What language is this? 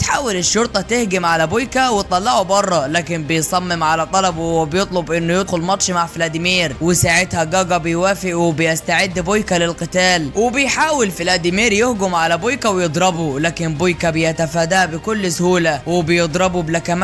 Egyptian Arabic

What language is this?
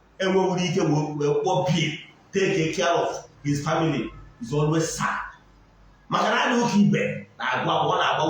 Igbo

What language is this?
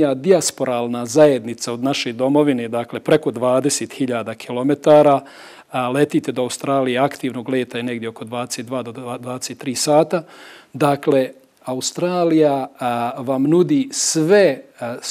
Bosnian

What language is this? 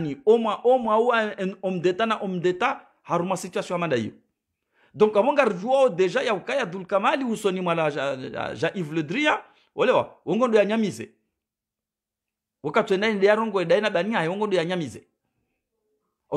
Swahili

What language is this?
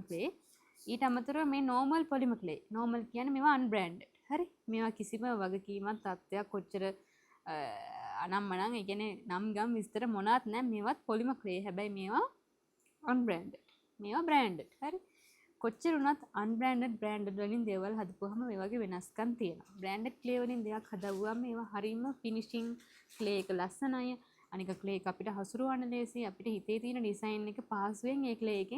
Sinhala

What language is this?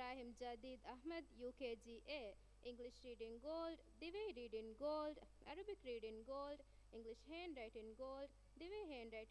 Divehi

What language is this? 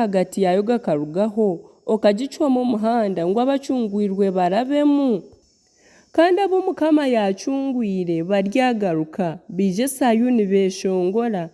Nyankole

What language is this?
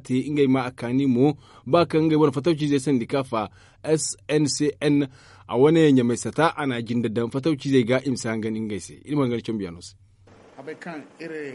Zarma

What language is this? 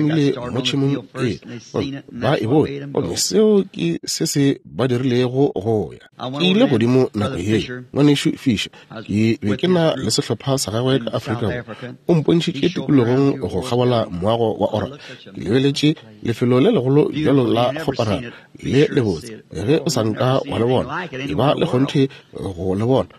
Northern Sotho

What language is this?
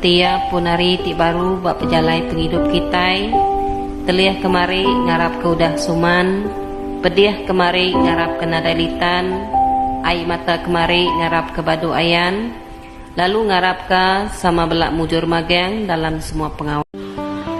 Iban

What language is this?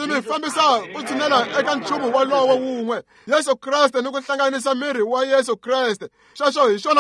Tsonga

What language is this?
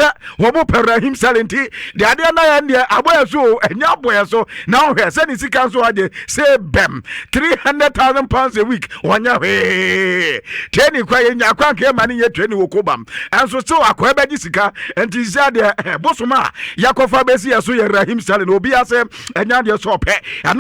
Akan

